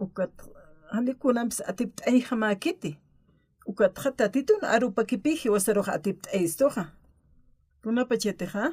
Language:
Aymara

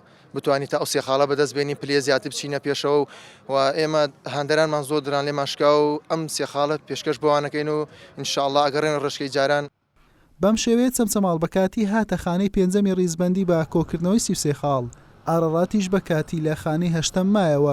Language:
Central Kurdish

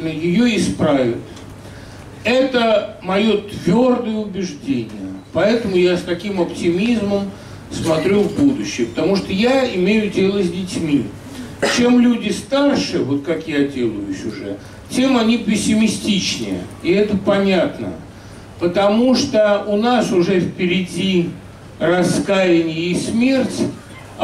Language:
Russian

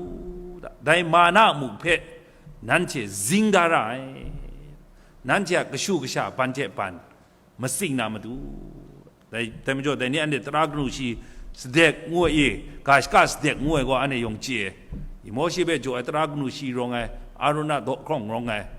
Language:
Kachin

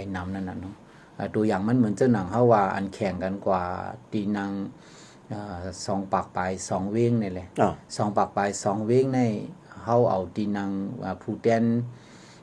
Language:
Shan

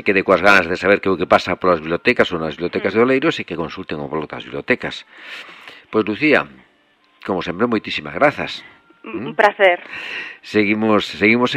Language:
Galician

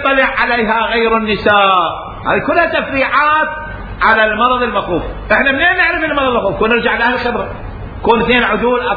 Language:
Mesopotamian Arabic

